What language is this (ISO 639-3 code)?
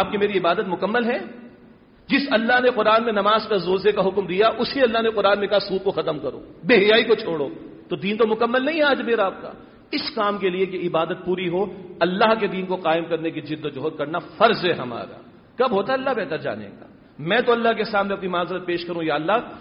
urd